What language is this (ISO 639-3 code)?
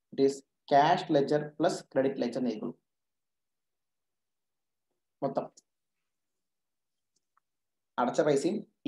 mal